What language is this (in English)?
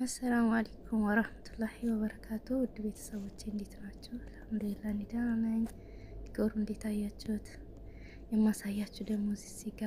Amharic